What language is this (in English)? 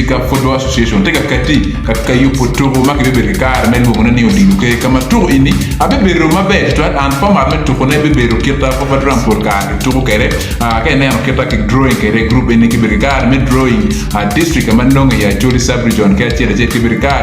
Acoli